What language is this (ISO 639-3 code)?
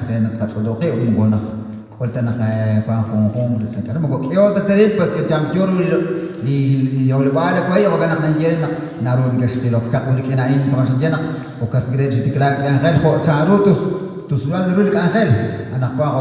kek